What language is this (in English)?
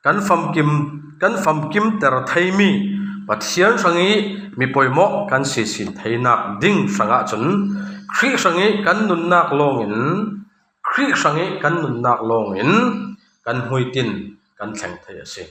Falam Chin